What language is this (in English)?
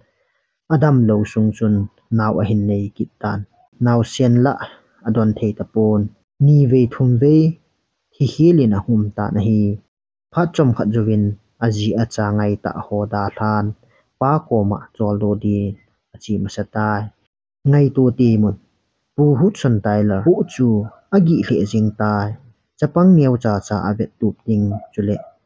Thado Chin